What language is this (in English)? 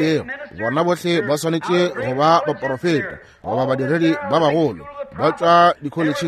Northern Sotho